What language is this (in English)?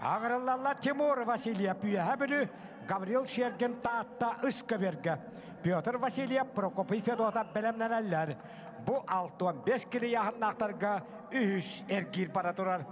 Yakut